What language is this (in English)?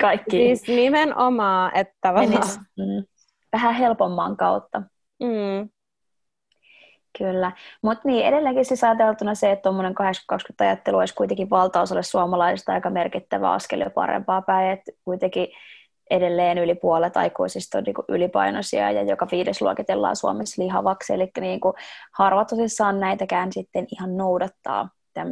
Finnish